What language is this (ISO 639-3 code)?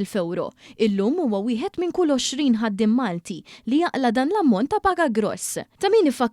mlt